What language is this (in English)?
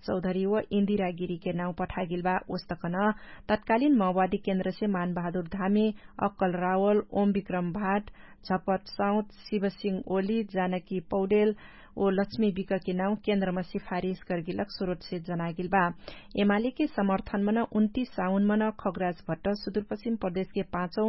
Dangaura Tharu